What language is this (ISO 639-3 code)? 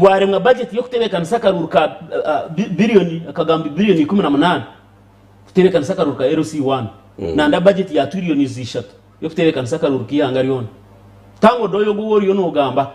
nyn